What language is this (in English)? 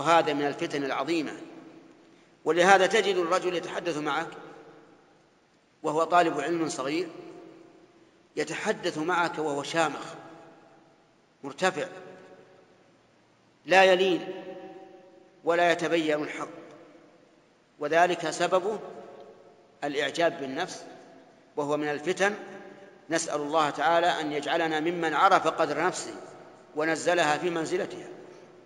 Arabic